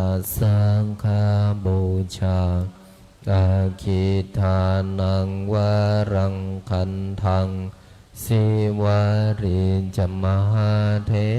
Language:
Pali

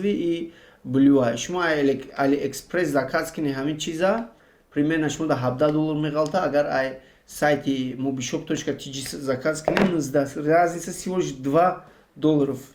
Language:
Tajik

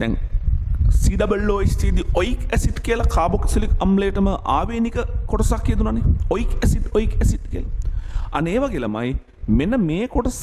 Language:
Sinhala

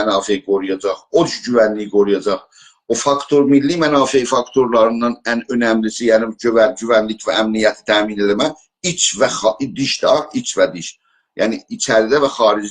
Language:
South Azerbaijani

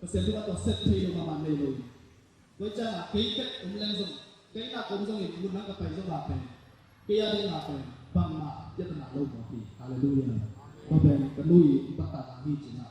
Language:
Tedim Chin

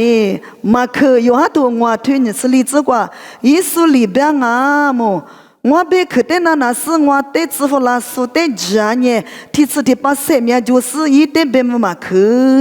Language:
Lisu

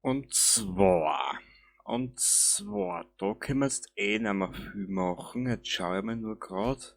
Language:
Bavarian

